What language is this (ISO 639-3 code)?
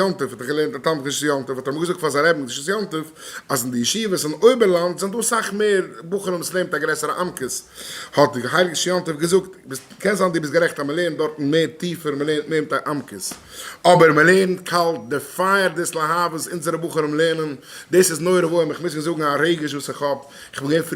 yid